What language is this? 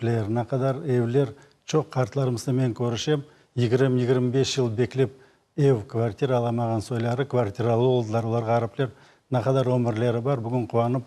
Crimean Tatar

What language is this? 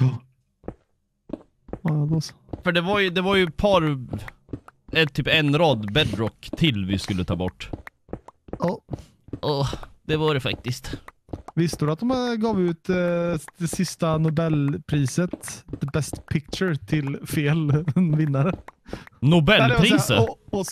Swedish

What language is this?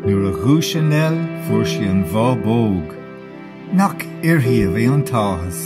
Irish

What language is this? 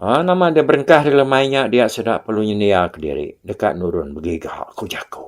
Iban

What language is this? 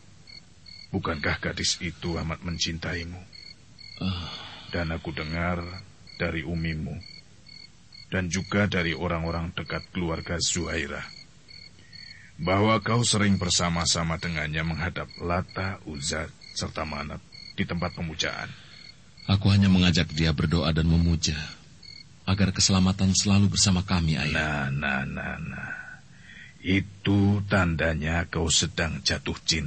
Indonesian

